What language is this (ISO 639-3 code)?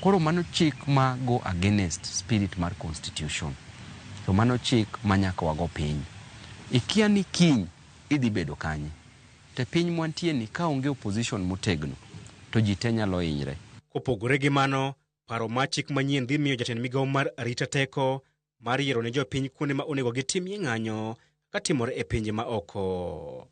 luo